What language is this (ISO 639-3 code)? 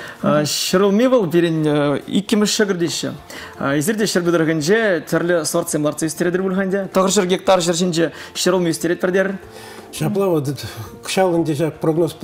chv